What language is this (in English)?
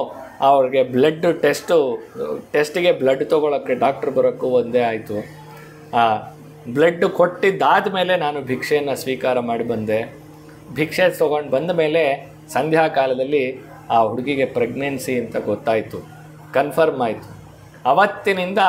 Kannada